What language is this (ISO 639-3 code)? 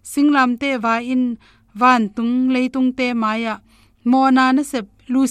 ctd